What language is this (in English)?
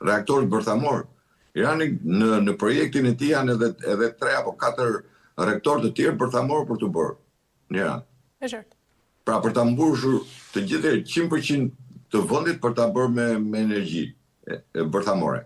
Albanian